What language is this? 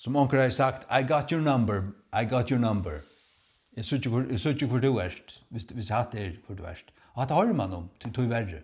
Faroese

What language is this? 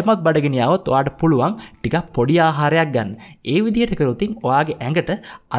Sinhala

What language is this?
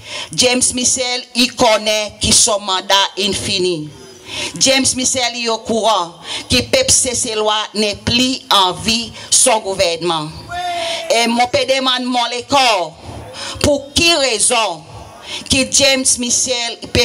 Seselwa Creole French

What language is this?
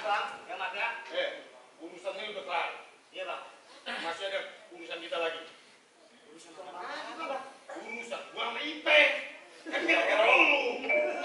Betawi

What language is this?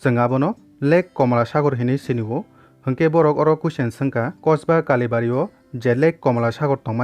Kok Borok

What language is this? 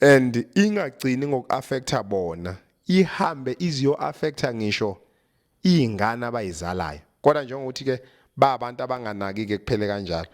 Zulu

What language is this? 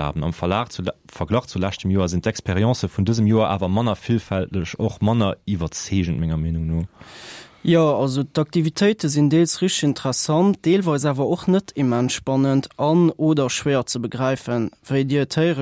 Luxembourgish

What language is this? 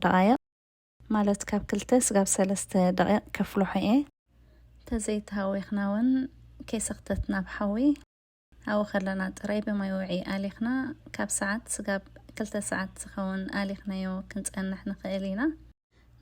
Tigrinya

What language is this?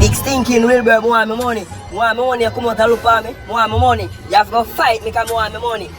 Jamaican Creole English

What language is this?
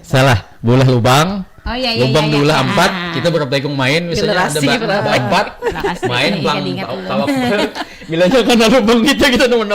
Banjar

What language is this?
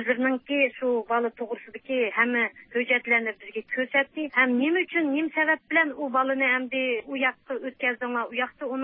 Uyghur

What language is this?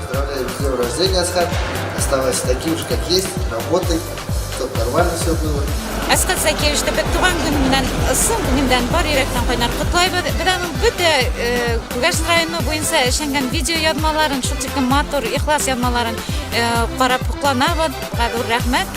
Bashkir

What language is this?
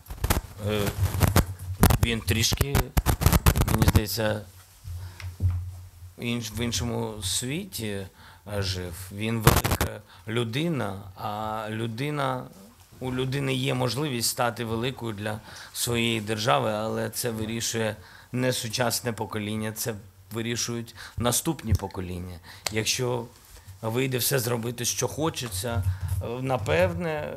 Ukrainian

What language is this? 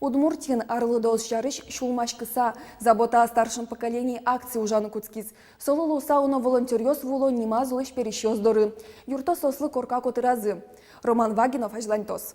Udmurt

